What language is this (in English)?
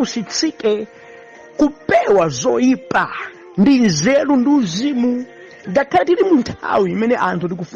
Nyanja